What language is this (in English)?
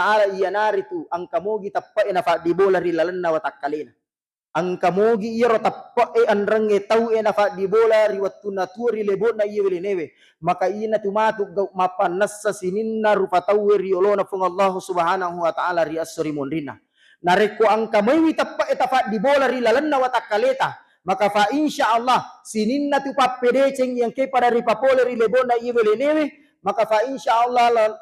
Buginese